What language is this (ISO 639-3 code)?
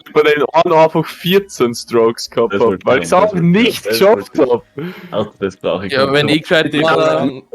bar